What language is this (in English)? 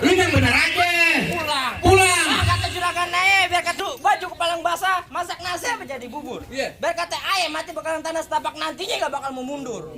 Betawi